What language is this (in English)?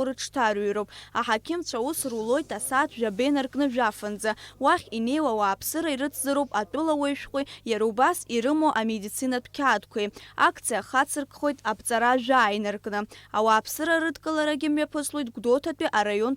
Abkhazian